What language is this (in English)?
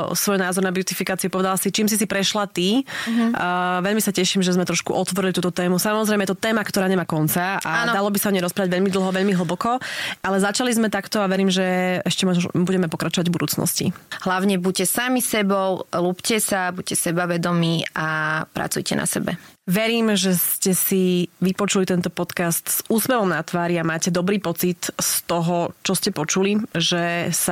Slovak